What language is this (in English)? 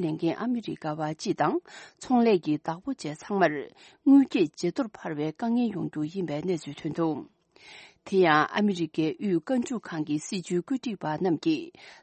Tibetan